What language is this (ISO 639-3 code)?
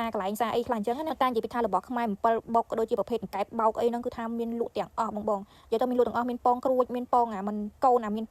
khm